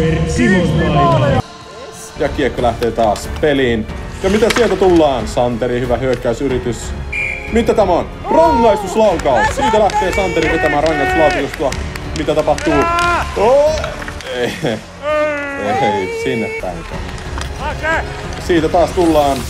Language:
Finnish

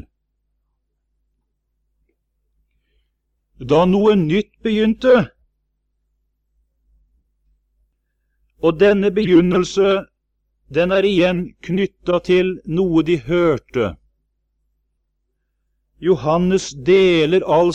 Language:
Norwegian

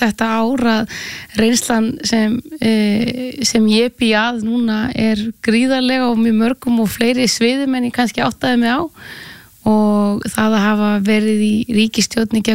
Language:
Icelandic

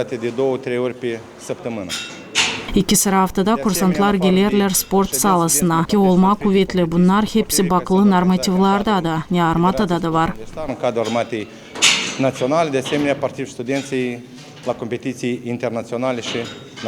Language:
Gagauz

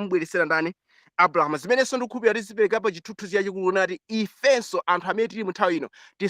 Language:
Nyanja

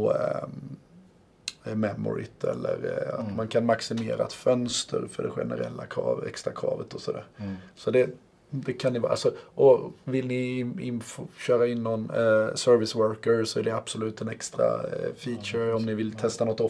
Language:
Swedish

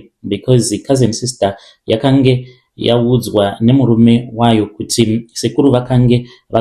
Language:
Shona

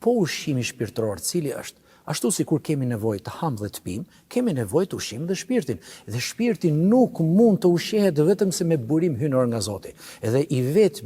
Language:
Albanian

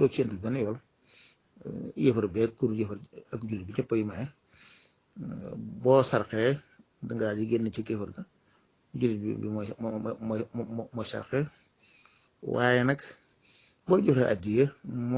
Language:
Wolof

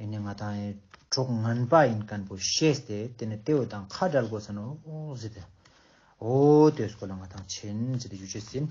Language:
Ladakhi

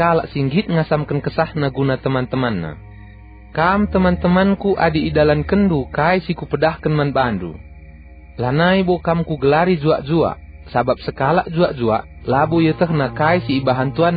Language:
Batak Karo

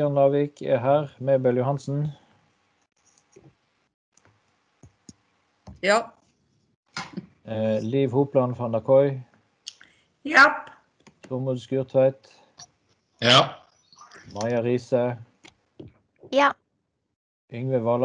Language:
Norwegian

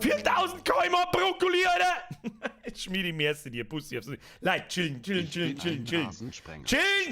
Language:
Bavarian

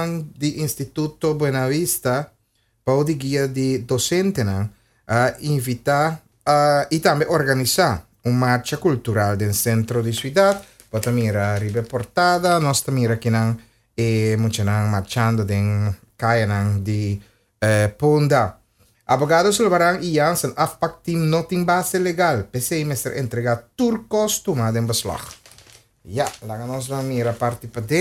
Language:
Papiamento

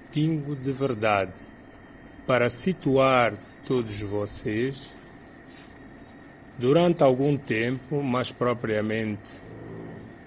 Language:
Portuguese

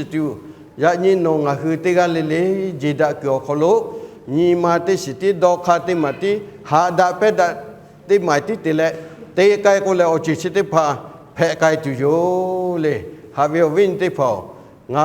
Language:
Lahu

